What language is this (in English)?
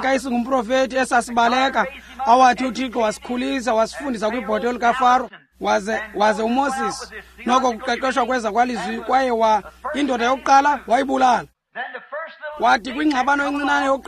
Xhosa